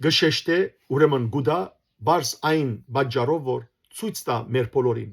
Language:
Western Armenian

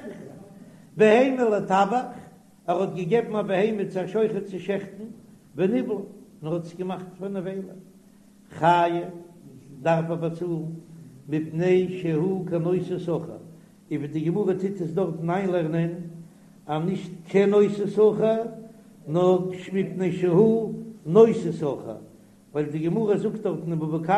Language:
Yiddish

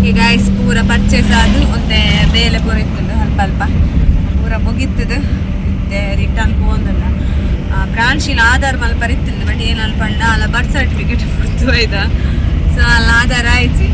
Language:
Tulu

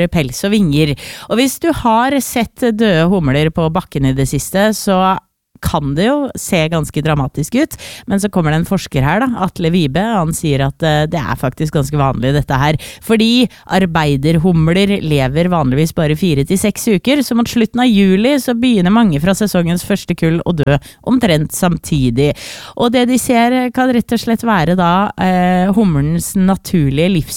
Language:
Norwegian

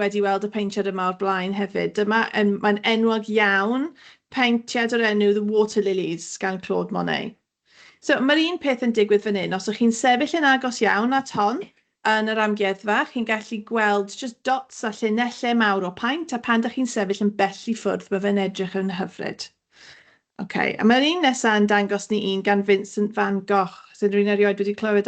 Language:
Welsh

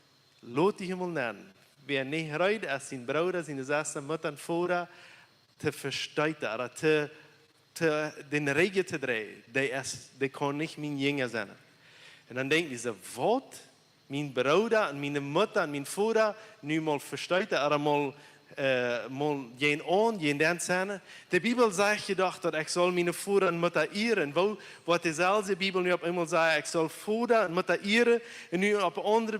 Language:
Plautdietsch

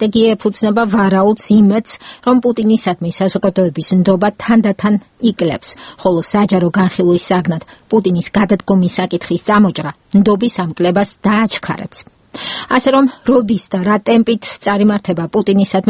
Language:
Georgian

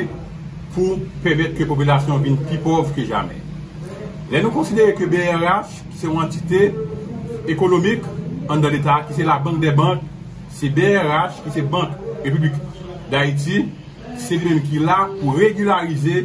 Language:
Haitian Creole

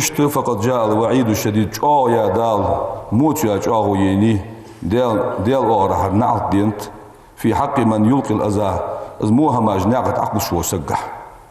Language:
Ingush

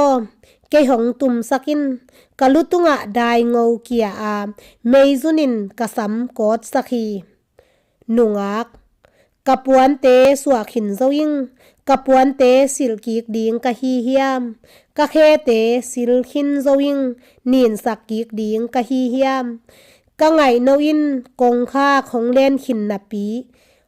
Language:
Tedim Chin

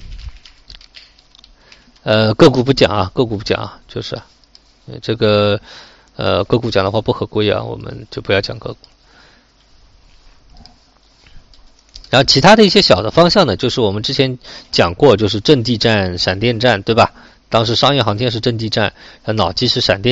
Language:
Chinese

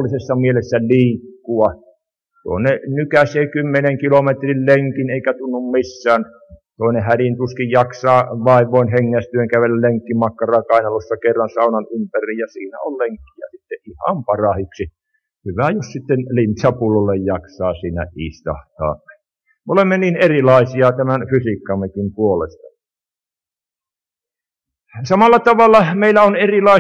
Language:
Finnish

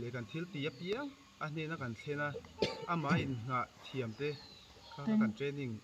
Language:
Mizo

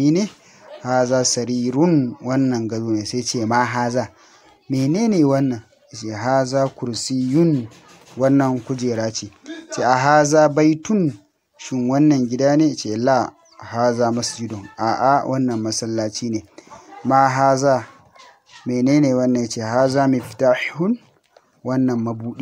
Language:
Hausa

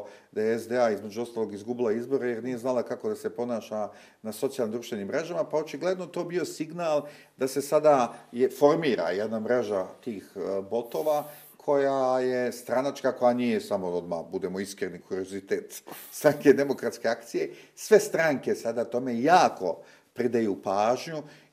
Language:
Bosnian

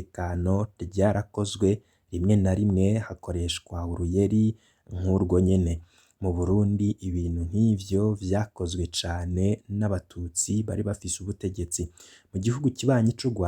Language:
Rundi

